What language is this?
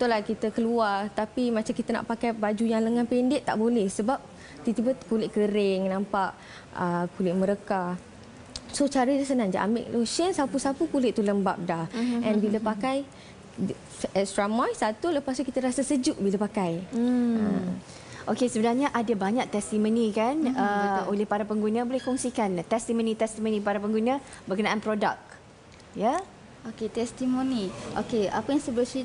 Malay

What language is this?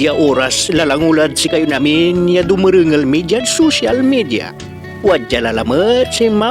Pangasinan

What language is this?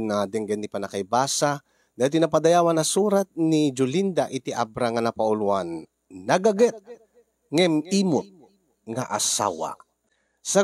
Iloko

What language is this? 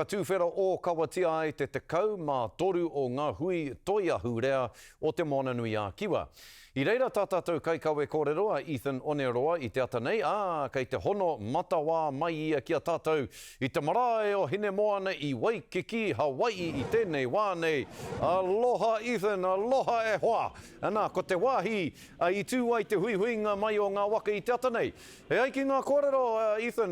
Māori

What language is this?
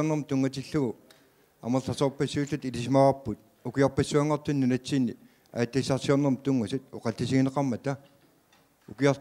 Kalaallisut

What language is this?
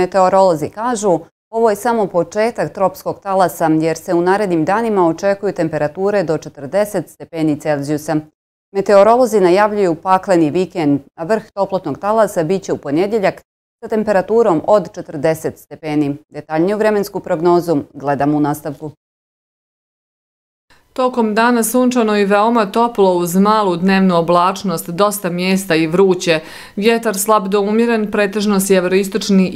Bosnian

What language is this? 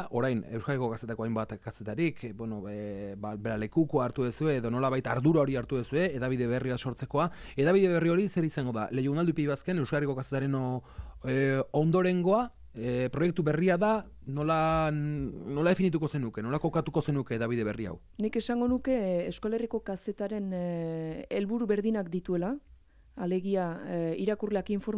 Basque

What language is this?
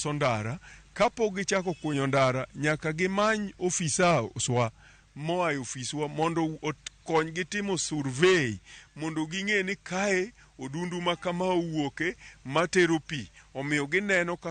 Luo (Kenya and Tanzania)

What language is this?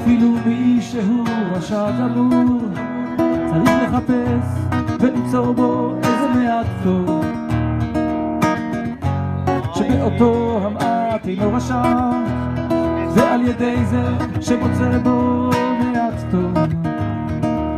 Hebrew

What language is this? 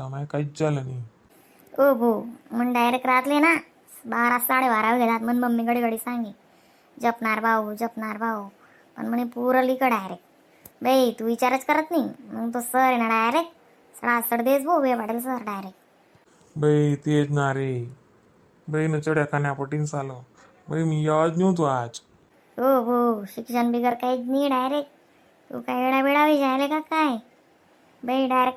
Khandesi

